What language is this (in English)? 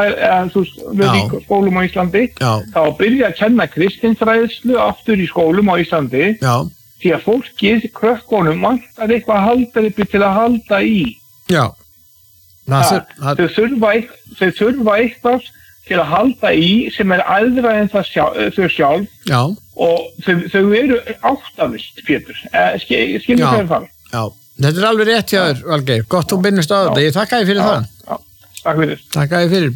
Icelandic